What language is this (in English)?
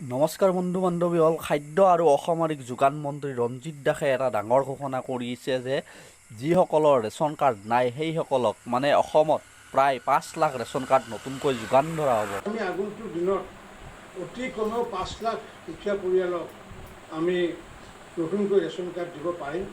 Assamese